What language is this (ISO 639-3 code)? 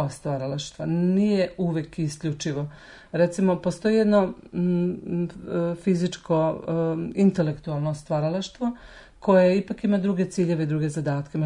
srp